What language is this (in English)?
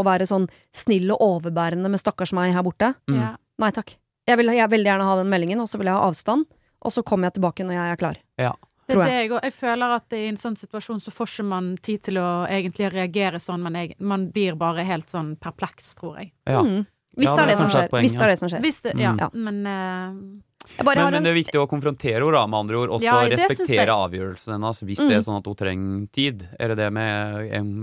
Norwegian